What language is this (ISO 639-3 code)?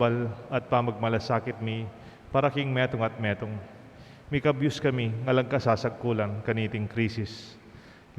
pam